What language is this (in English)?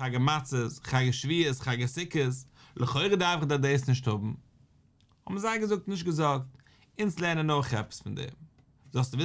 Yiddish